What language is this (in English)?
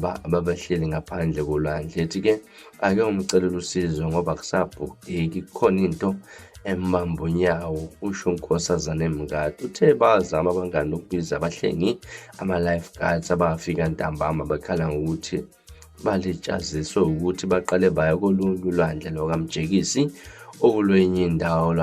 Zulu